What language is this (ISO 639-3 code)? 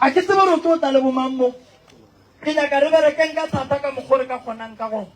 nso